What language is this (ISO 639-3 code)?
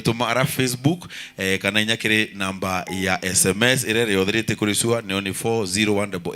mer